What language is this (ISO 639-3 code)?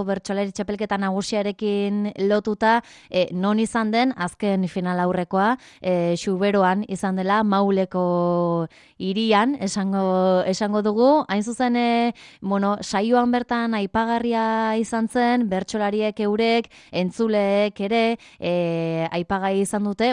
eus